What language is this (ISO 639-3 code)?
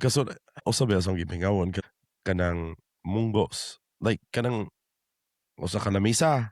ceb